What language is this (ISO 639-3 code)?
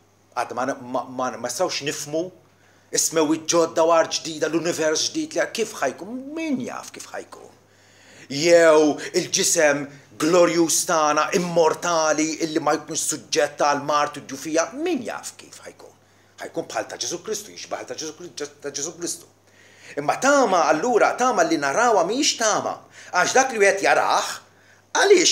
mlt